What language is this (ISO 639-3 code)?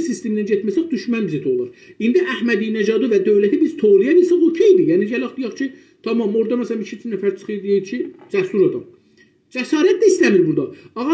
azb